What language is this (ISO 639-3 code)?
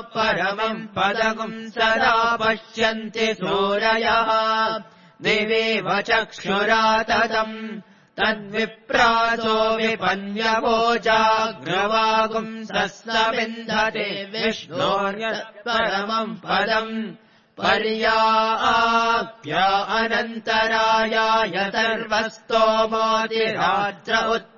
san